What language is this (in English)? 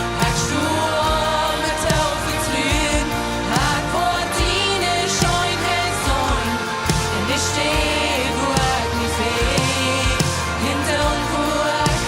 Plautdietsch